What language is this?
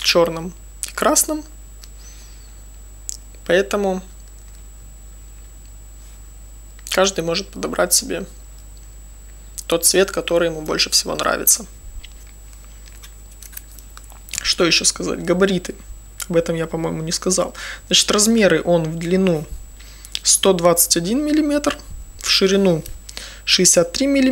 Russian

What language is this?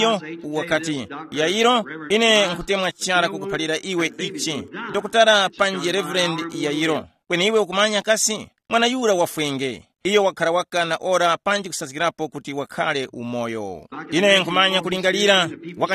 Tumbuka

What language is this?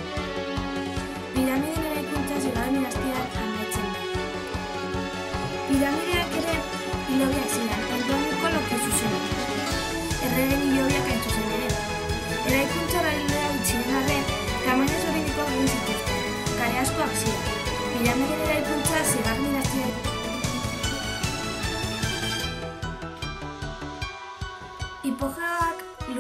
Basque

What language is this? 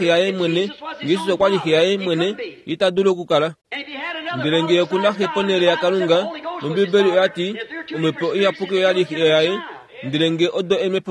Kuanyama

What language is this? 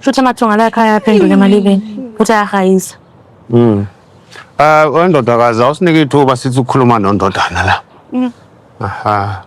Zulu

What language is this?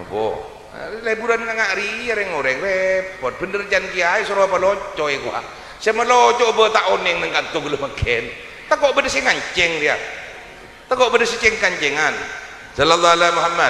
Madurese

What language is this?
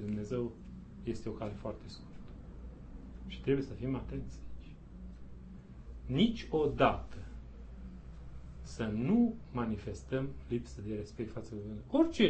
Romanian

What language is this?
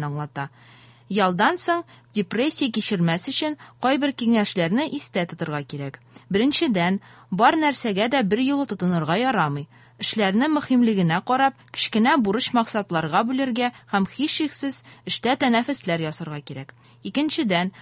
Tatar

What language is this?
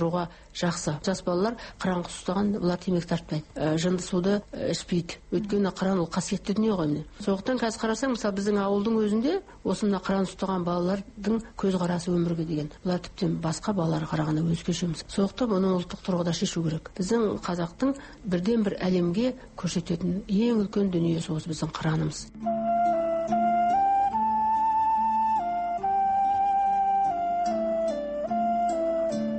Kazakh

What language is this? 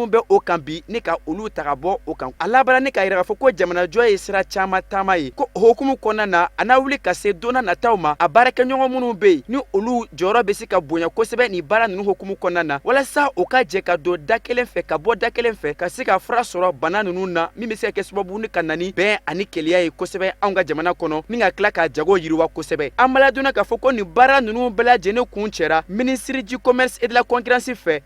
Bambara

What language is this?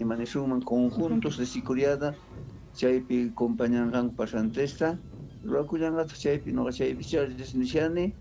South Bolivian Quechua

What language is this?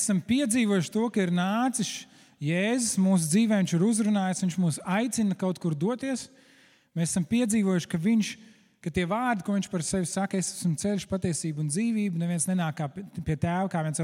Latvian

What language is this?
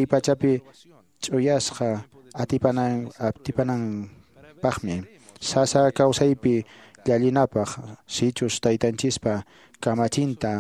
Quechua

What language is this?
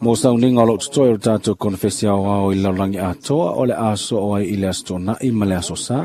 Samoan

